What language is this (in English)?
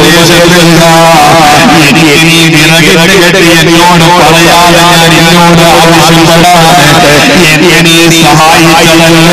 Malayalam